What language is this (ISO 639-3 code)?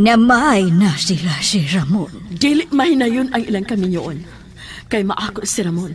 ceb